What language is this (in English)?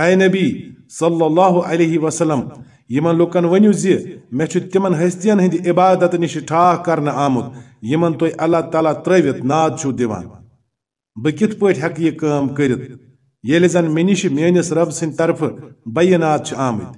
Kashmiri